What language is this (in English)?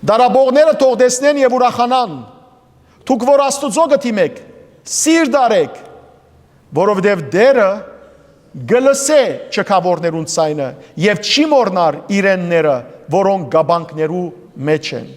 Western Armenian